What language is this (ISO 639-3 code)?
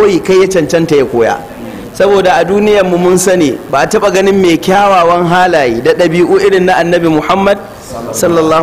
hau